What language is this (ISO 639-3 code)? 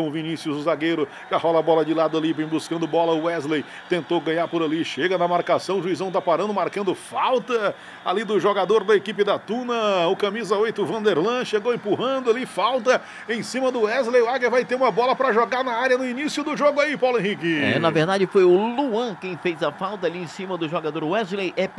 por